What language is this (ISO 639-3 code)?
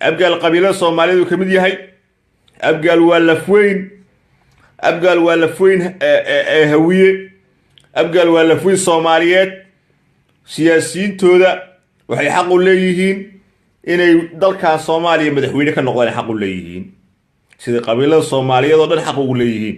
som